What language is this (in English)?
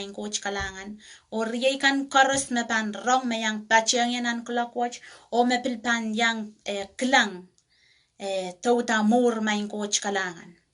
Pohnpeian